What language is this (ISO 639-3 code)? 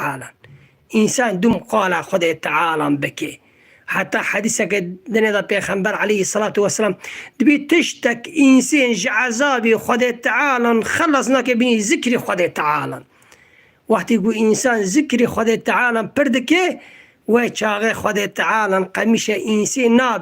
kur